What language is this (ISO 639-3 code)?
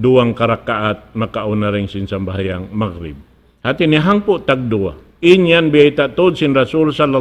tsg